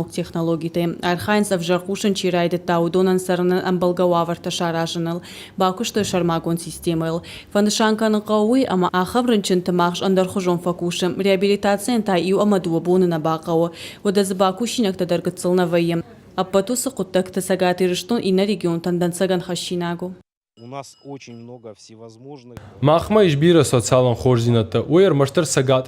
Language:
Ossetic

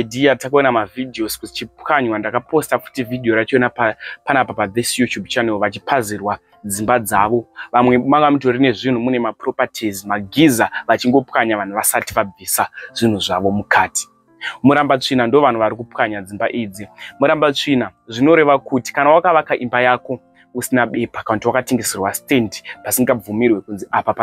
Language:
Shona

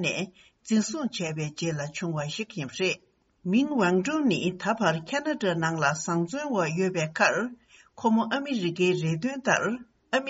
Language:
Tibetan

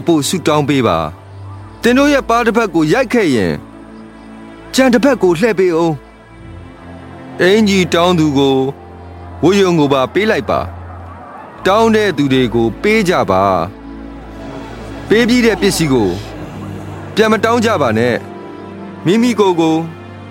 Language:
Burmese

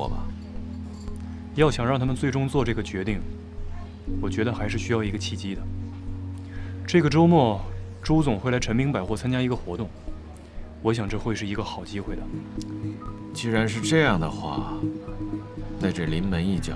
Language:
Chinese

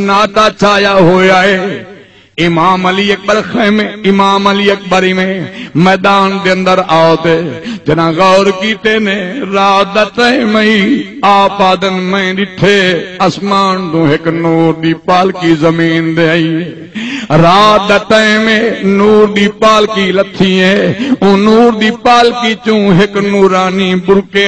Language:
Saraiki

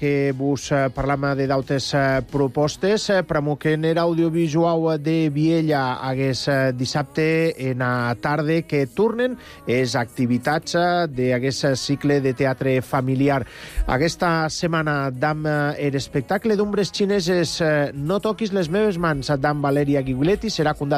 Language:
Catalan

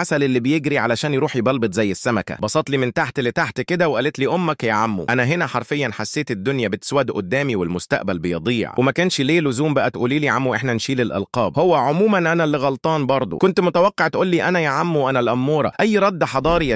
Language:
Egyptian Arabic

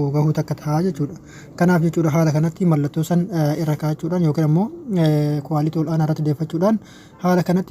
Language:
Oromo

